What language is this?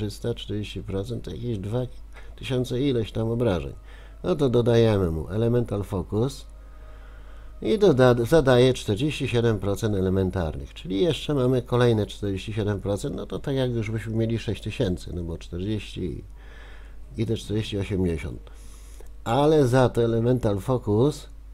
Polish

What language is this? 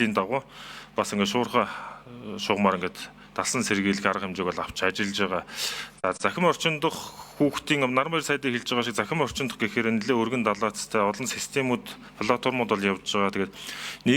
Mongolian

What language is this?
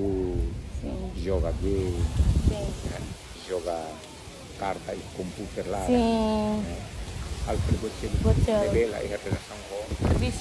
Tetum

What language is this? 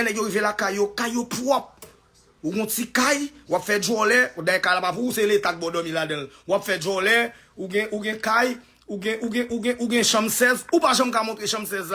Haitian Creole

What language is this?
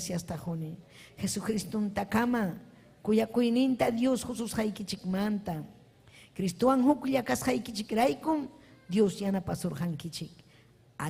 Ayacucho Quechua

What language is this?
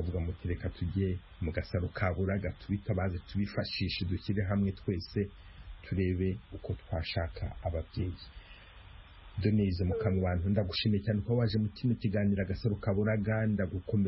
Kinyarwanda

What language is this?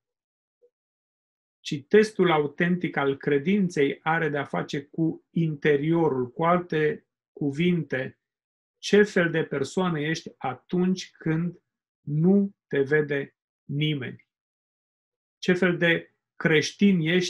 Romanian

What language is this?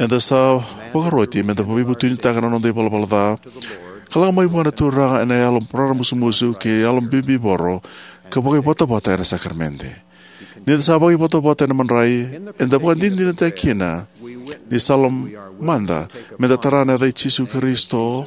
Fijian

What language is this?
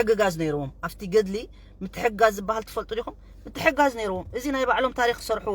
Tigrinya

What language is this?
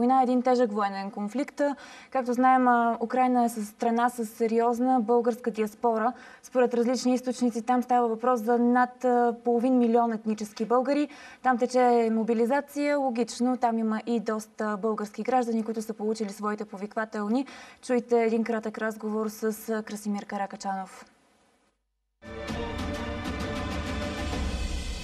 Bulgarian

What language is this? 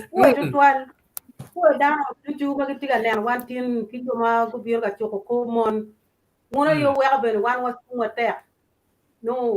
Acoli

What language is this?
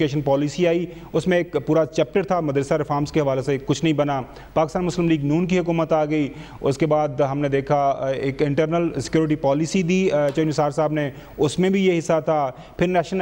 Urdu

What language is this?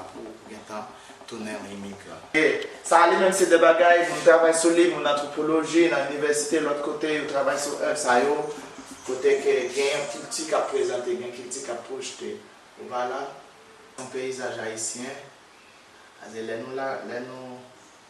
Haitian Creole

